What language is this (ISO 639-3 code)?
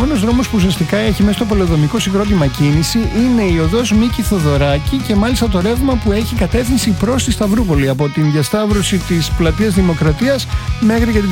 ell